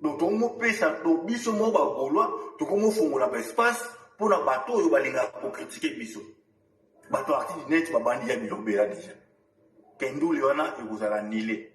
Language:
Lingala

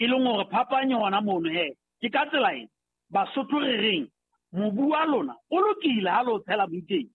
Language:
Southern Sotho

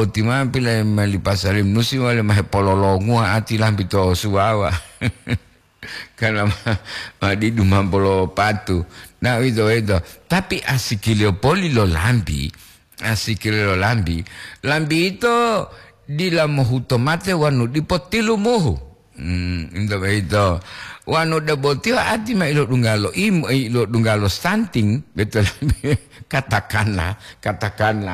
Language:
Gorontalo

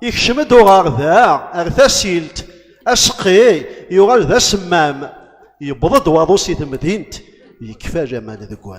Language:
Kabyle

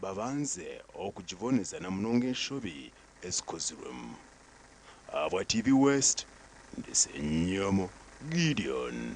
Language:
Nyankole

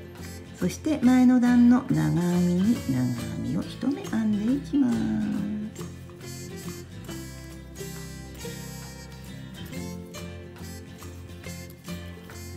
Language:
Japanese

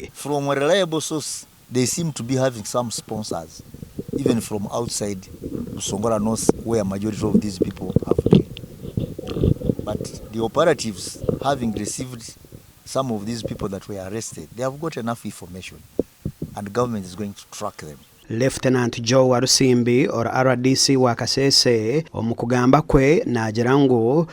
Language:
Nyankole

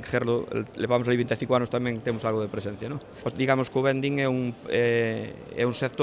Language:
Galician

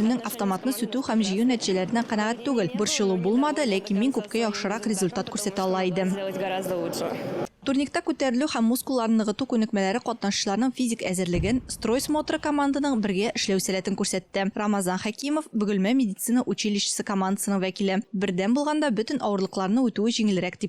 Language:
Tatar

